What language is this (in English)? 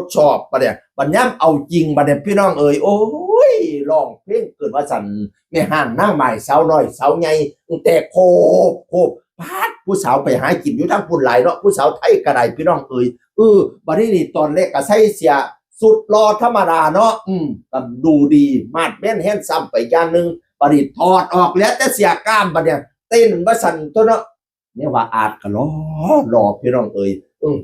Northeastern Thai